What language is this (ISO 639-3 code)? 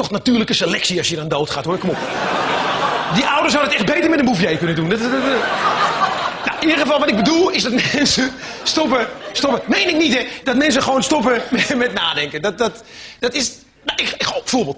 nld